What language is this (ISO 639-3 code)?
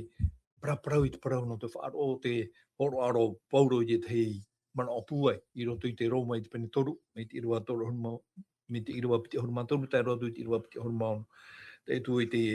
tah